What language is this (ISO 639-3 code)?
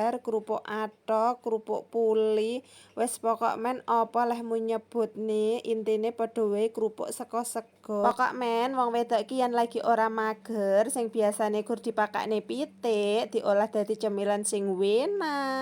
jav